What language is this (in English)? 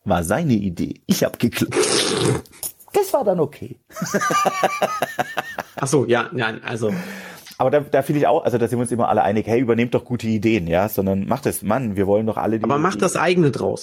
German